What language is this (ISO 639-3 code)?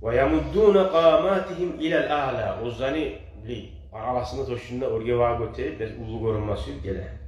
kum